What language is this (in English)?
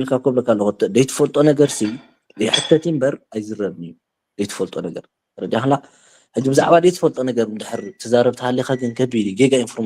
Tigrinya